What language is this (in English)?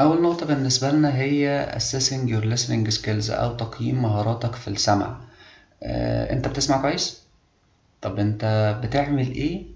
Egyptian Arabic